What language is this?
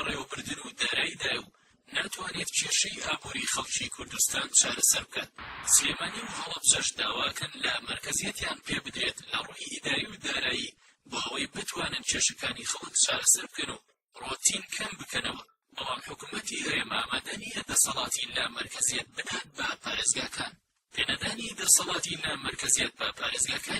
Central Kurdish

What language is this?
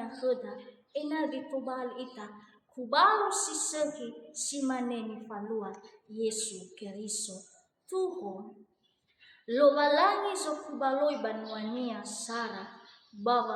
Nias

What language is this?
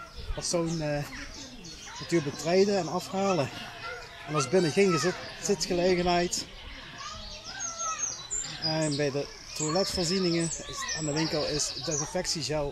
Dutch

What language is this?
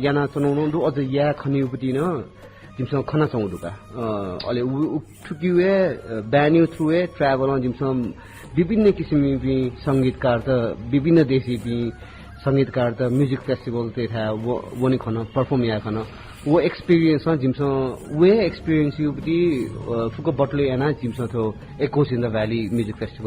Newari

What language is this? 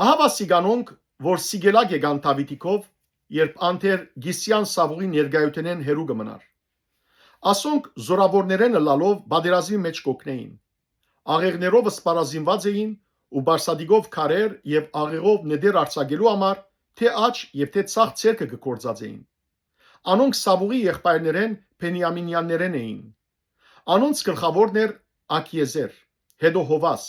Western Armenian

